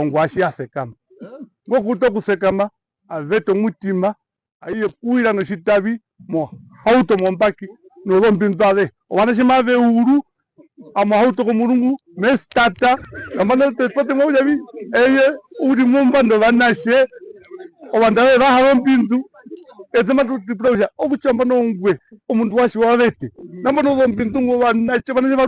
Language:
Herero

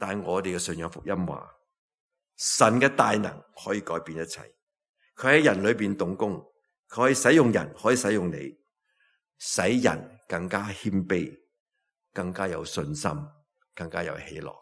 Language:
Cantonese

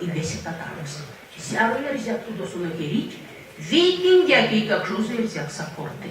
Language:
Erzya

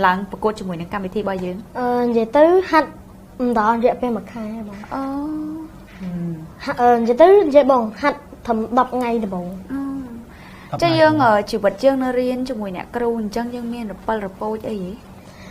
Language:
Khmer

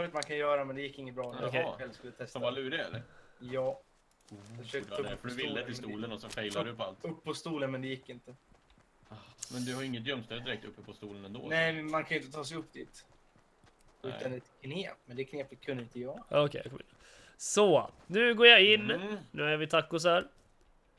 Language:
Swedish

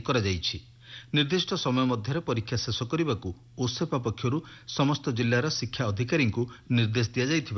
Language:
Odia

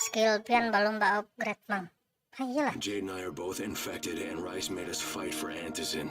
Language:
Banjar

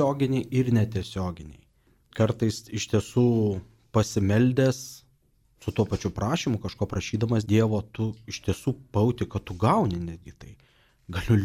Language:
Lithuanian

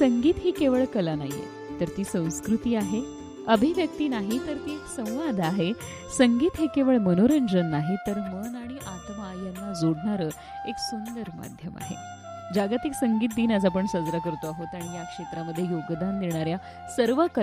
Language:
Marathi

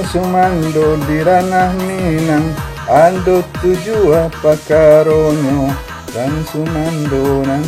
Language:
Minangkabau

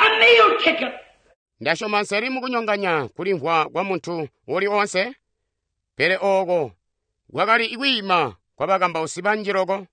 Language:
Tonga (Zambia)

